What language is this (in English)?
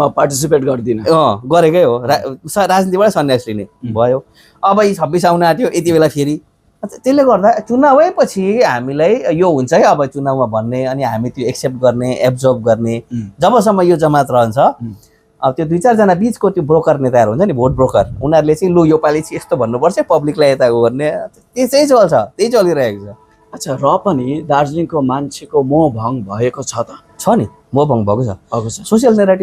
Nepali